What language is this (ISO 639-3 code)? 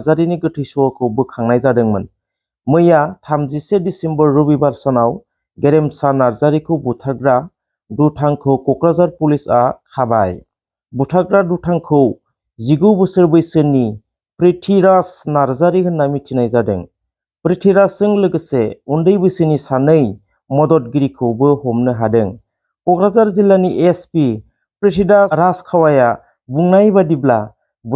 brx